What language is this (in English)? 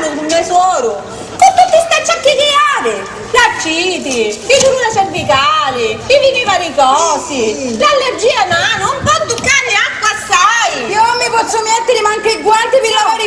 Sicilian